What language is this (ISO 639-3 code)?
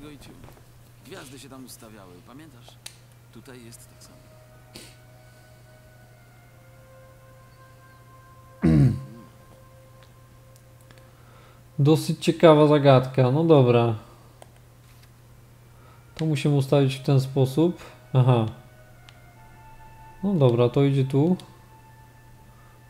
pol